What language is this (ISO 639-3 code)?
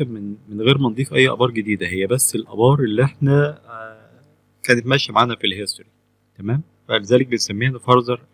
arz